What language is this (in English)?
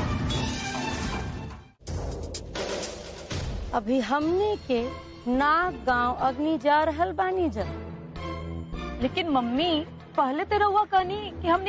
Bhojpuri